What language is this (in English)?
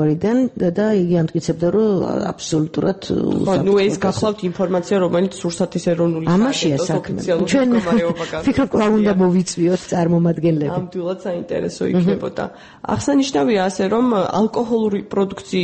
Georgian